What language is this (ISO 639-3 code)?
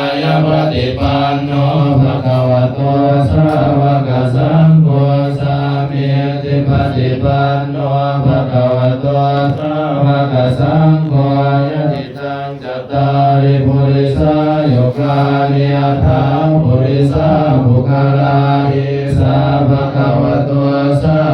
pli